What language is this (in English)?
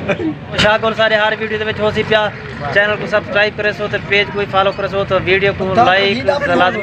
Saraiki